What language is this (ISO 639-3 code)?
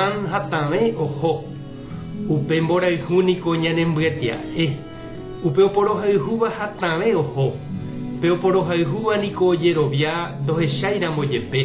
grn